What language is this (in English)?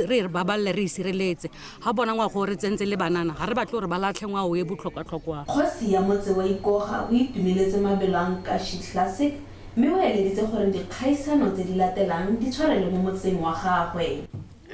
Tswana